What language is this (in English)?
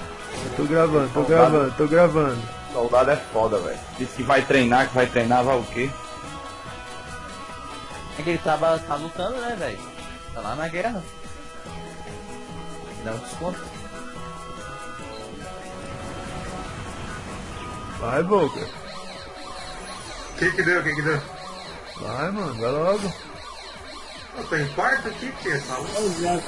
Portuguese